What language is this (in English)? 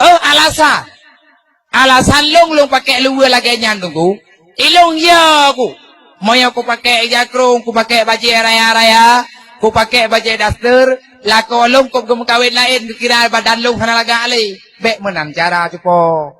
Achinese